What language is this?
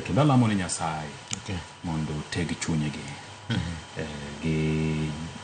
Luo (Kenya and Tanzania)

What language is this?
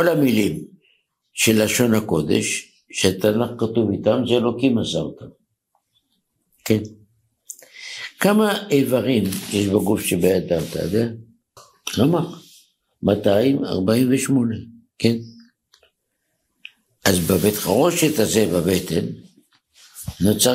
Hebrew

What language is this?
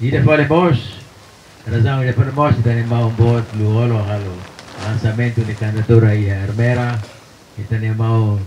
Tetum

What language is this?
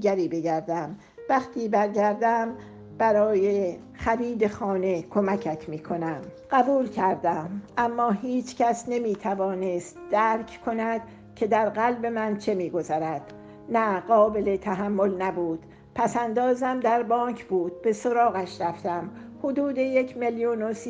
Persian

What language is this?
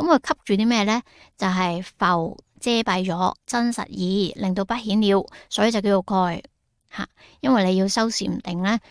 Cantonese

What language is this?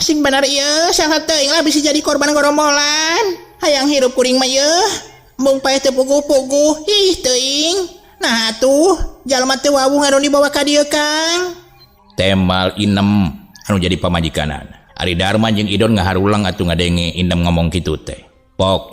Sundanese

